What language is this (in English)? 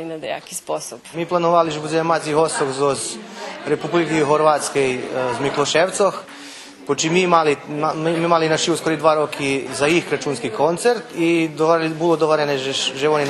Rusyn